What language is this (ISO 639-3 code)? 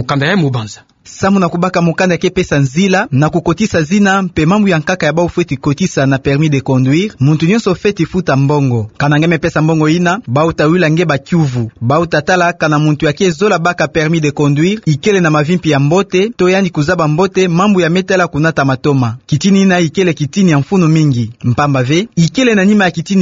ktu